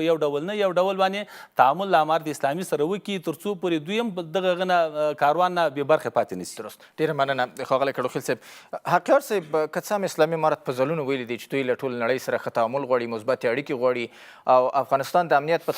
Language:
Pashto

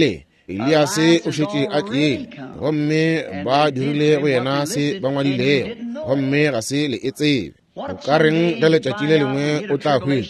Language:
Northern Sotho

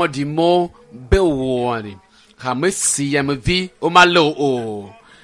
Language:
Ewe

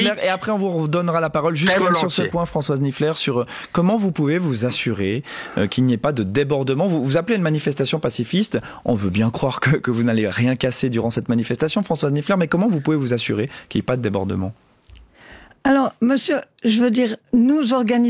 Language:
French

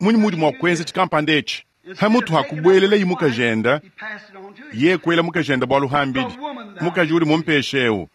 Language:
Luba-Lulua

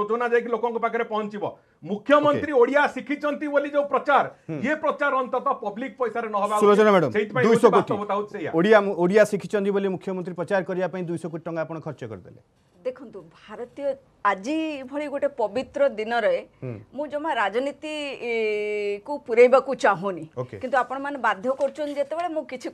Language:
Odia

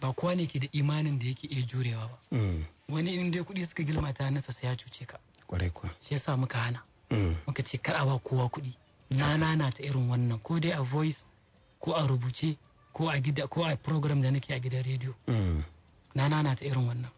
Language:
Hausa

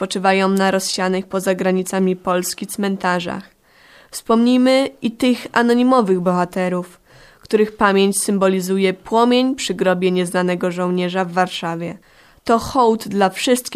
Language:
Polish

